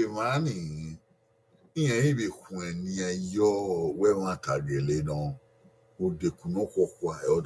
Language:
Bini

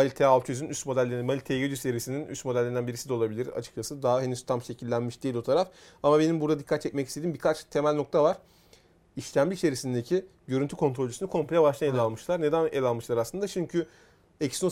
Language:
Turkish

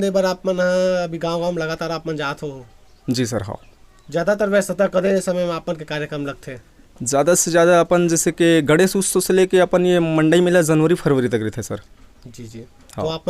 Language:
Chhattisgarhi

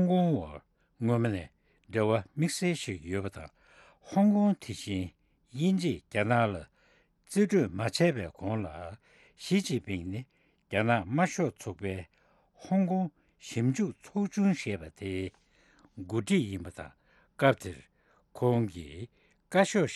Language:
Tibetan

